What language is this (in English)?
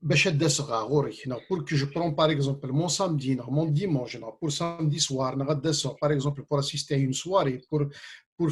Kabyle